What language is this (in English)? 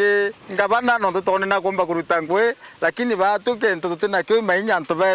Meru